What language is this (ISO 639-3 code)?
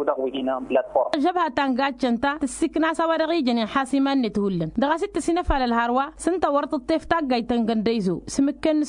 taq